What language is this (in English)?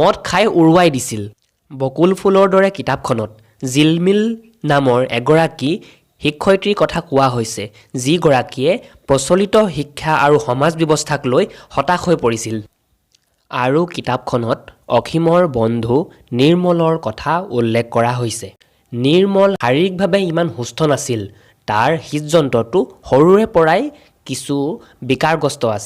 Assamese